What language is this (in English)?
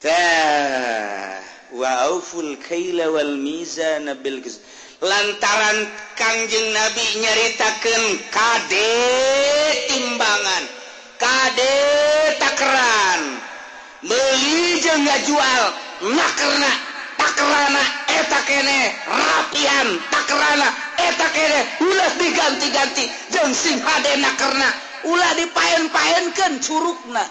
Sundanese